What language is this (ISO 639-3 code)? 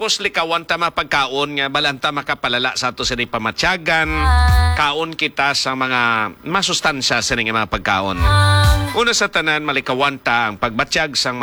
hil